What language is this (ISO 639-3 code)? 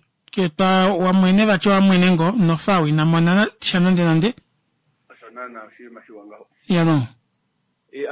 kua